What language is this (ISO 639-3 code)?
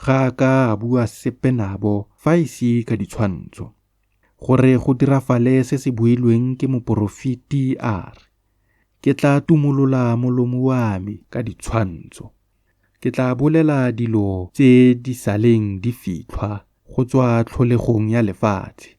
tsn